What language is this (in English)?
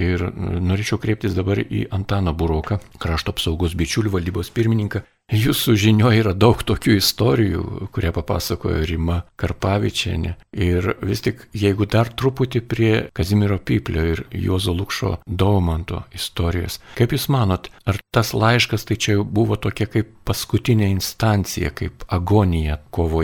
Lithuanian